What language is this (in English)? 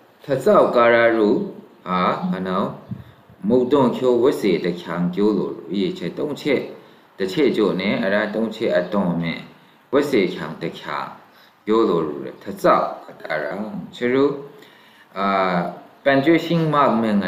Maru